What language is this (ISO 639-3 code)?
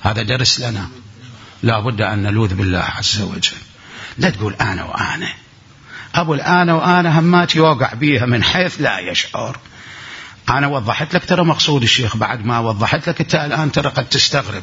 acm